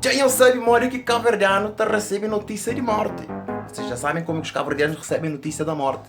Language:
Kabuverdianu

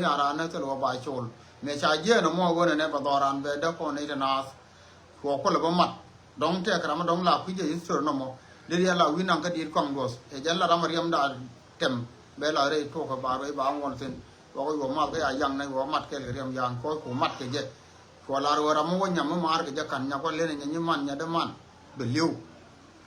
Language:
Nuer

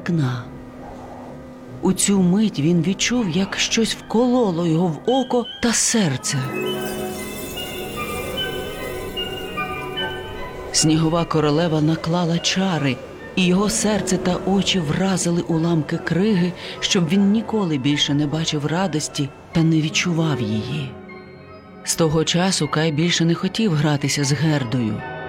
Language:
Ukrainian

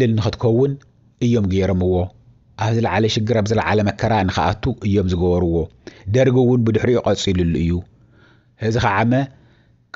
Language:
Tigrinya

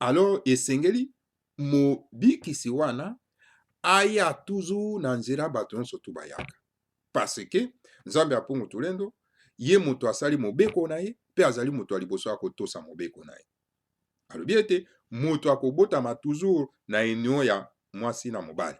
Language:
Lingala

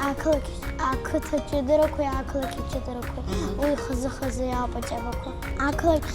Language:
Abkhazian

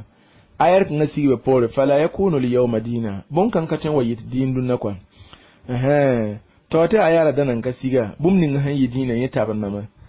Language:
Mossi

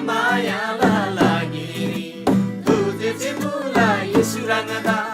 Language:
Eastern Tamang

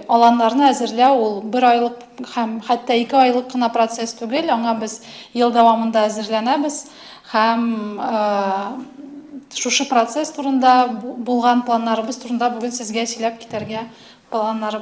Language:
Tatar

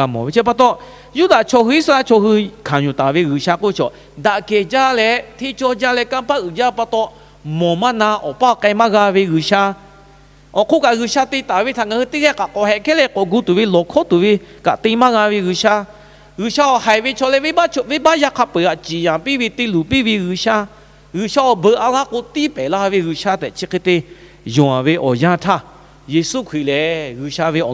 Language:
Lahu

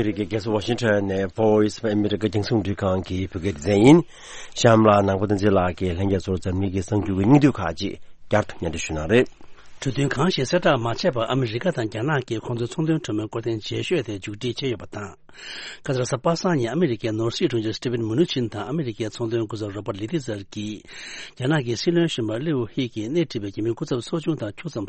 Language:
Tibetan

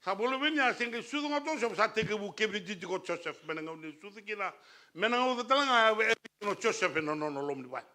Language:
Fijian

